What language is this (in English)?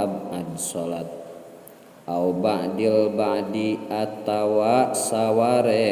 Sundanese